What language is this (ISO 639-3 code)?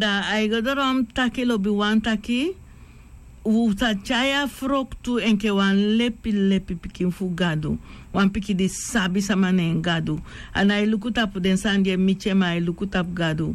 srn